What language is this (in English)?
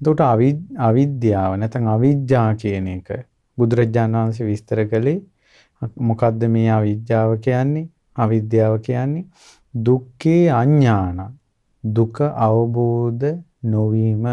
Sinhala